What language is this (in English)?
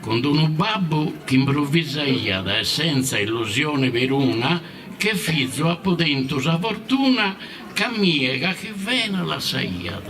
Sardinian